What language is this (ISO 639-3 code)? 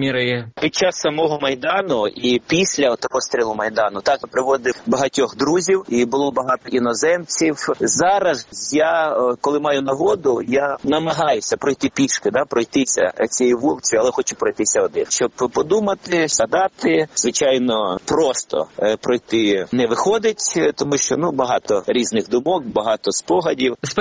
ukr